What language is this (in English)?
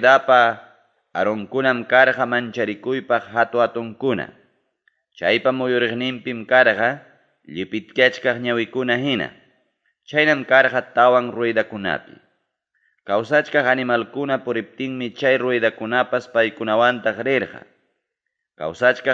Ayacucho Quechua